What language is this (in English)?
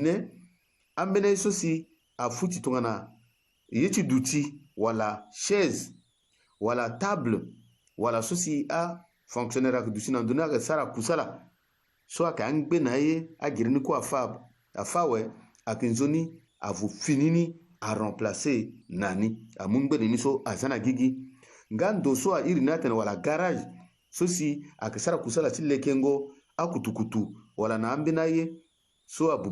Sango